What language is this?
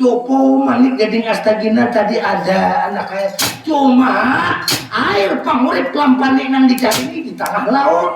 Banjar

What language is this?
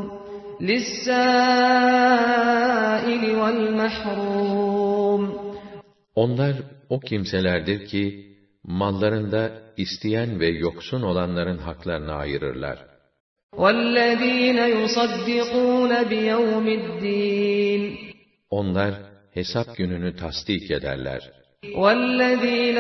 Turkish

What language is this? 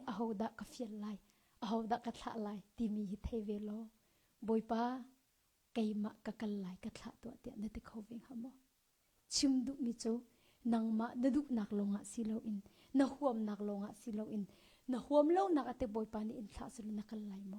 Hakha Chin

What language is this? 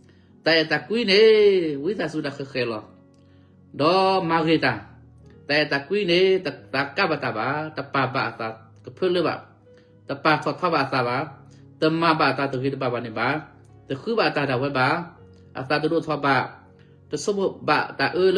S'gaw Karen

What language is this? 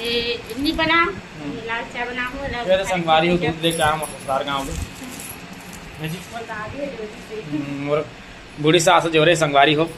Chhattisgarhi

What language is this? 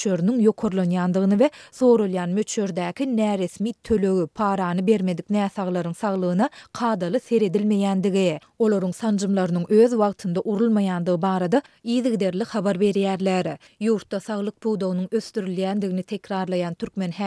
Turkmen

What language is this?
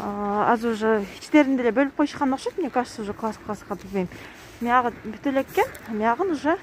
Kyrgyz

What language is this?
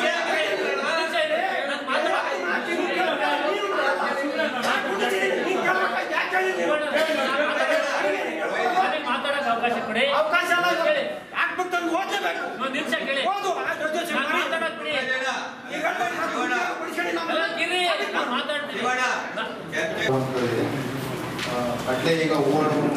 Kannada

